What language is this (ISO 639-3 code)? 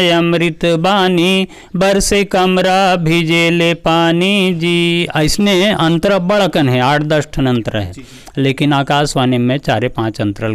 hne